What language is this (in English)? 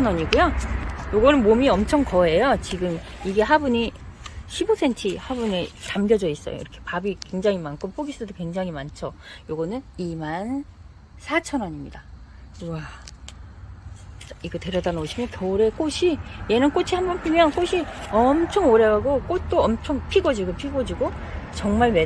Korean